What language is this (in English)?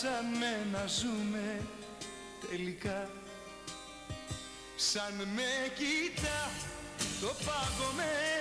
Greek